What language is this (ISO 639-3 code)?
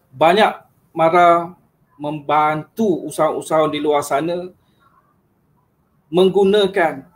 msa